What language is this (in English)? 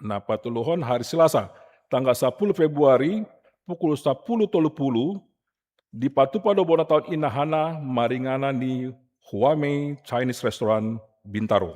Batak Toba